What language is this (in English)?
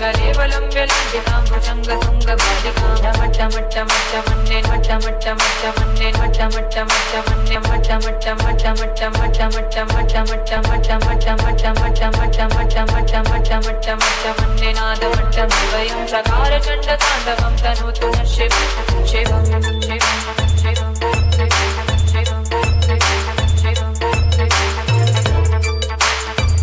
Sanskrit